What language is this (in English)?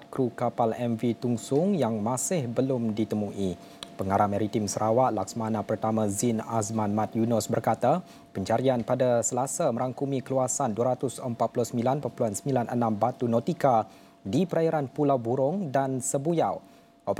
Malay